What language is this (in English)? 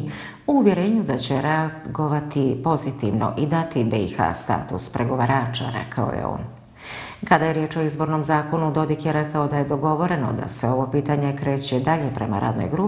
Bosnian